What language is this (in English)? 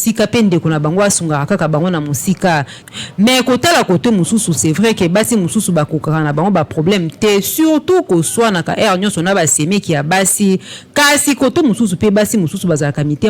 Lingala